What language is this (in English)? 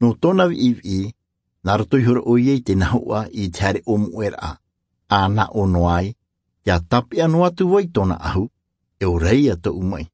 Tahitian